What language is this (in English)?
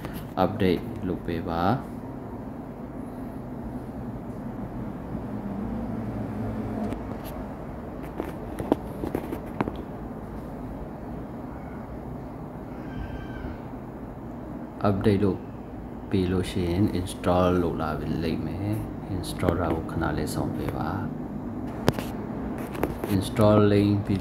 Burmese